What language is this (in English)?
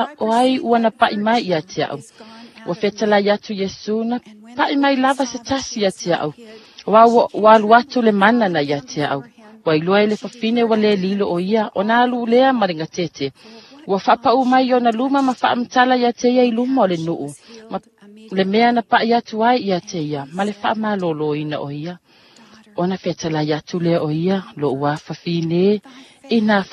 Samoan